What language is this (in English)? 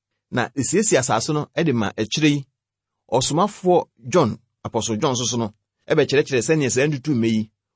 Akan